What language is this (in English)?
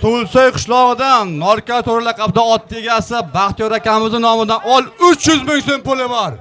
Uzbek